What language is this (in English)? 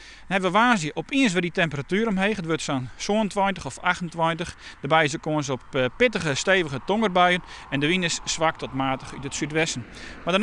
Western Frisian